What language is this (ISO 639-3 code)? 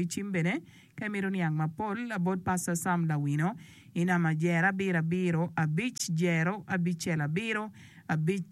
ach